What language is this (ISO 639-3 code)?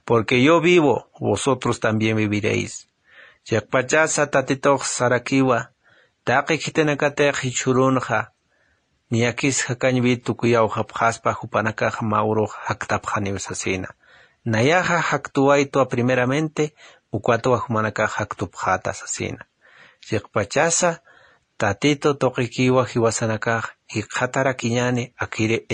aym